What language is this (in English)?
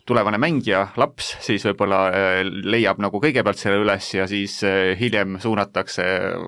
Estonian